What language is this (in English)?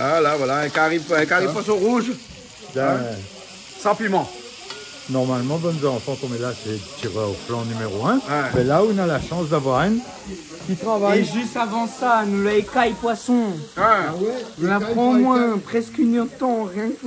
Réunion Creole French